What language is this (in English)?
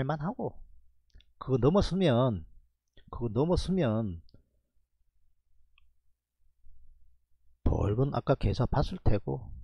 Korean